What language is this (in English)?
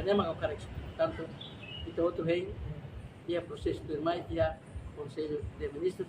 Tetum